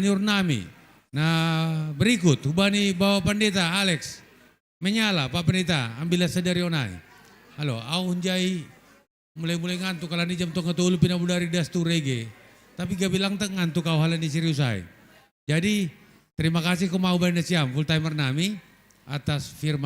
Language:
Batak Simalungun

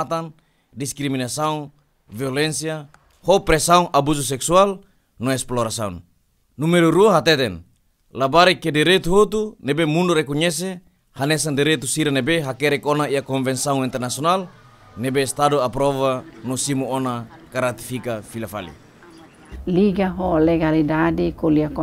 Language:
Tetum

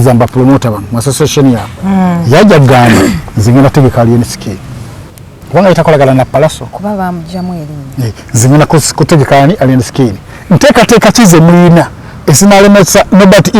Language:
Ganda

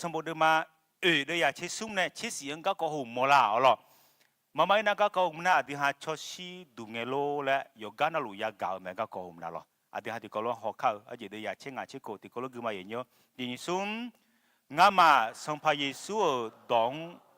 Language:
Akha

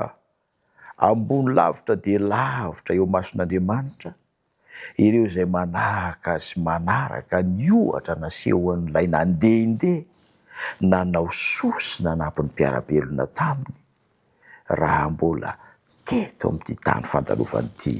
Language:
Malagasy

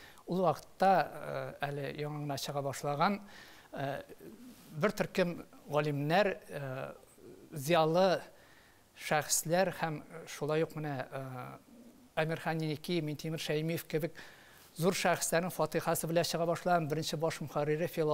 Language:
Tatar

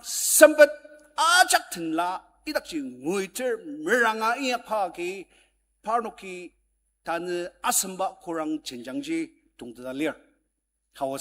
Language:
Ao Naga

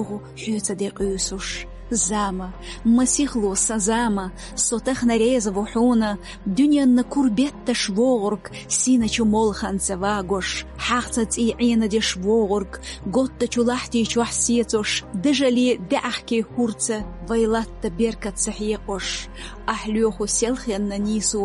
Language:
Chechen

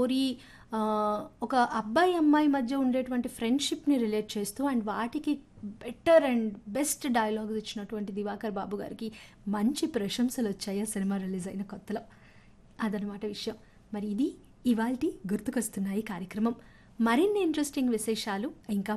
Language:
Telugu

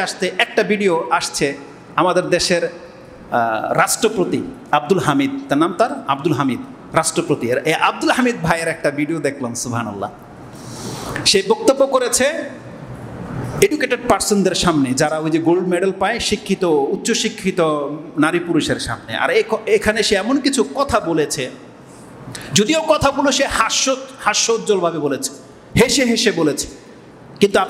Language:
Bangla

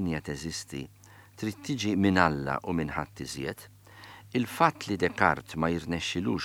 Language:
Maltese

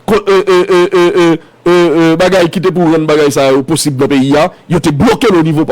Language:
Haitian Creole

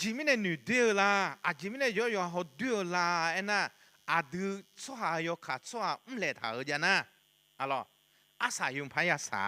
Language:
Akha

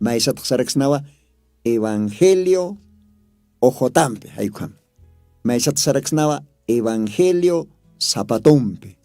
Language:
Aymara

